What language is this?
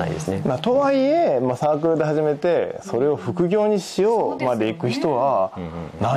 Japanese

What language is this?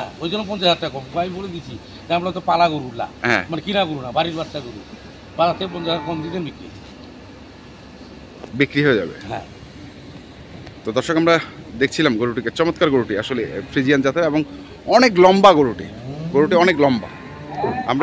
Bangla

